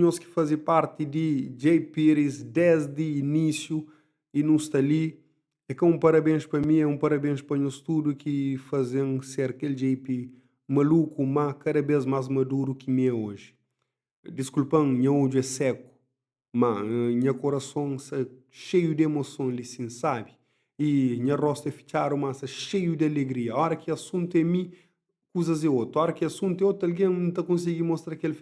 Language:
Kabuverdianu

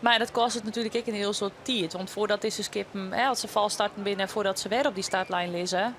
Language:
Western Frisian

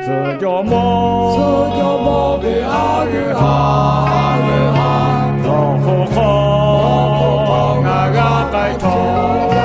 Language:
Lahu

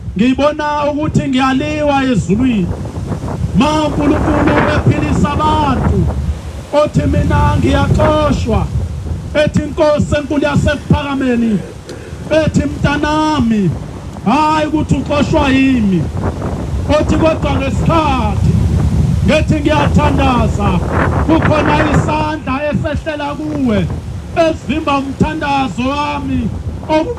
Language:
Zulu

